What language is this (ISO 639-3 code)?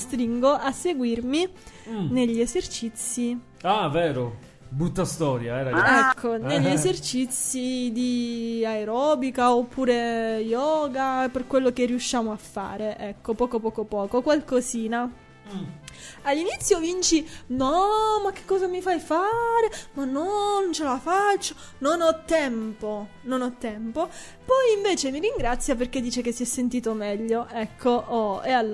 ita